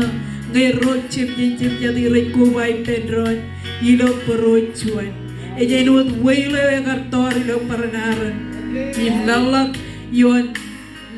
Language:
Marshallese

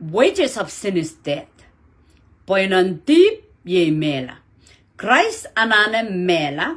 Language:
Pohnpeian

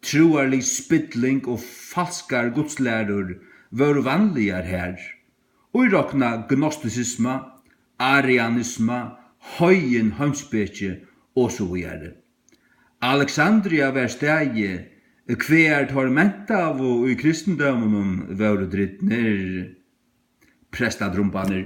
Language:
Faroese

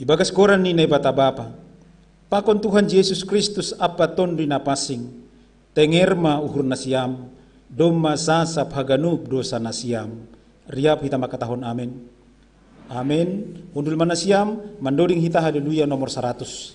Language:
Batak Simalungun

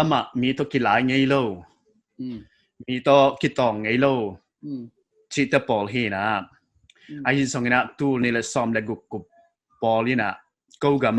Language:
Paite Chin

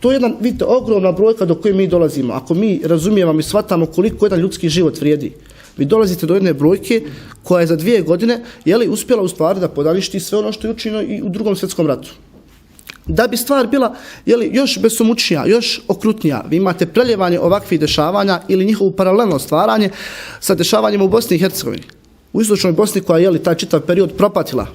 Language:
Bosnian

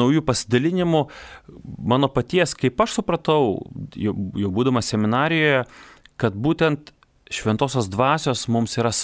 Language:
Lithuanian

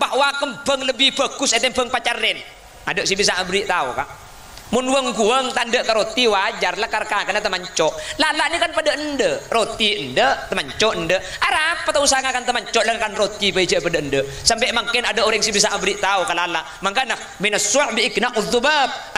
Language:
Madurese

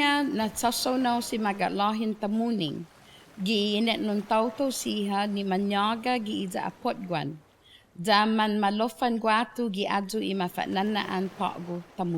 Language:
Chamorro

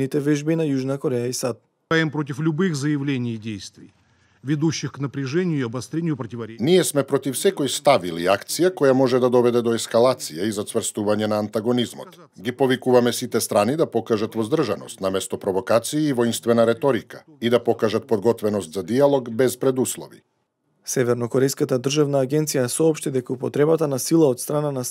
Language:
Macedonian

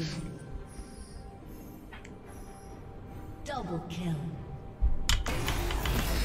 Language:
Chinese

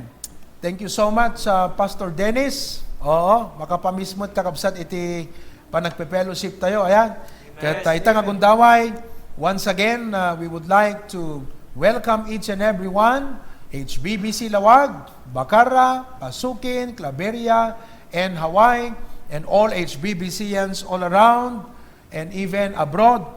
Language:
Iloko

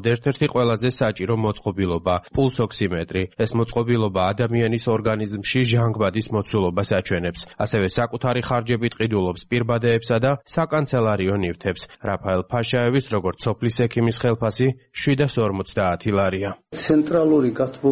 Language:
Georgian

